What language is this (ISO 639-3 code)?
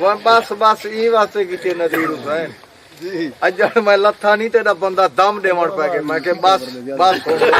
skr